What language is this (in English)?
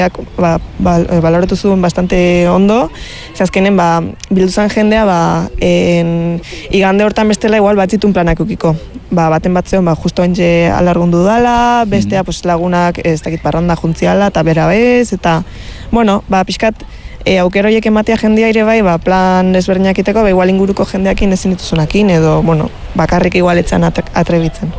Basque